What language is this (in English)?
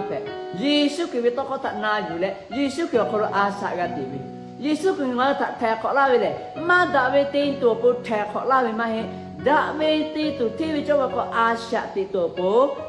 Lahu